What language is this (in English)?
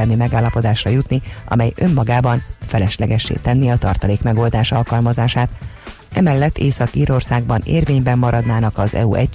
Hungarian